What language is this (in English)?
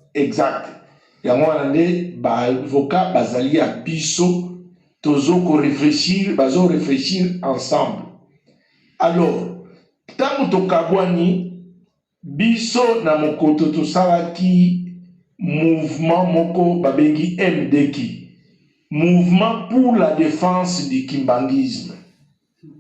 Lingala